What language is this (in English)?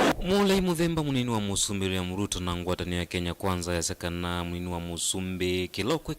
Kamba